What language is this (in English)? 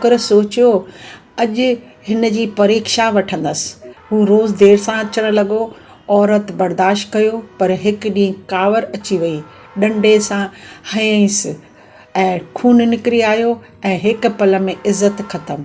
Sindhi